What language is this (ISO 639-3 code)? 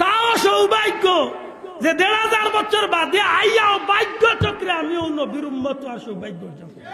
syl